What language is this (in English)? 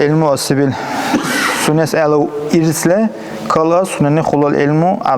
Dargwa